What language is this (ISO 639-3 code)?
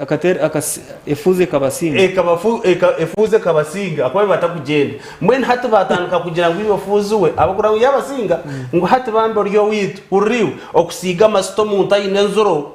nyn